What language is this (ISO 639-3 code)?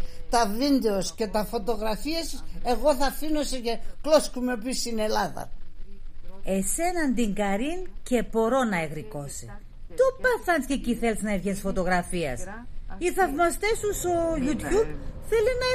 pnt